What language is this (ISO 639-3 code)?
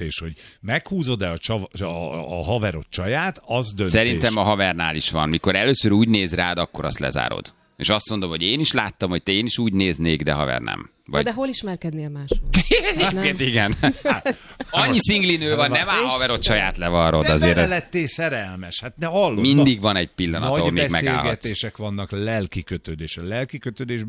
hun